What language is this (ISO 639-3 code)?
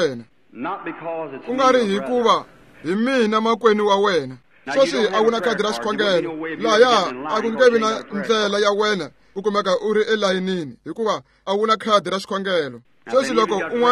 tso